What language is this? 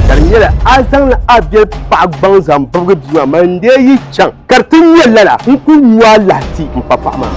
Dagbani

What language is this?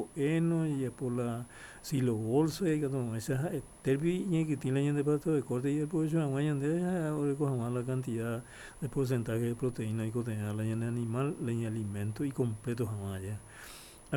Guarani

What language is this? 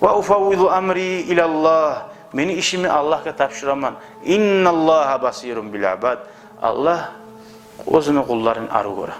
Kumyk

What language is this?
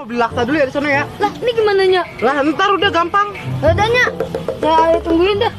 Betawi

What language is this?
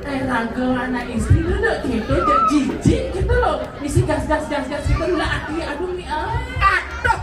Balinese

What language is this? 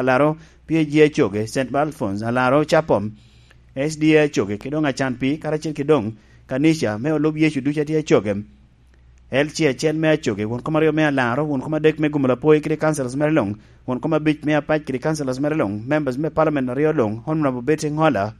Lango (Uganda)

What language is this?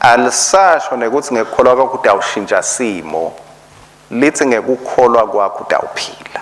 Swati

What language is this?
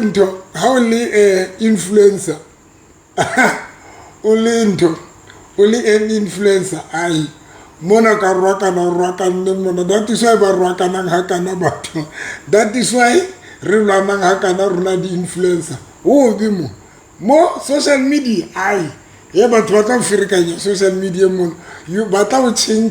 Southern Sotho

